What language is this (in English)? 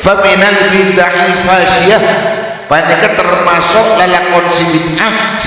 Madurese